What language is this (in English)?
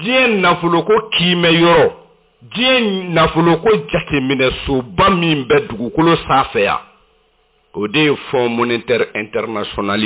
Bambara